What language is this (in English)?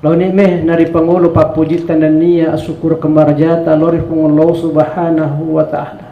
Buginese